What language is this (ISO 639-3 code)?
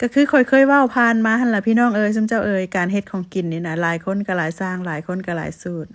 lao